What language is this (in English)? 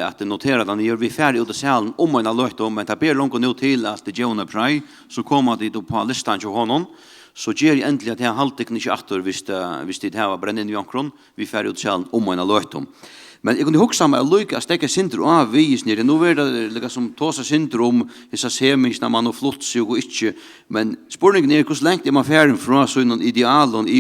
Faroese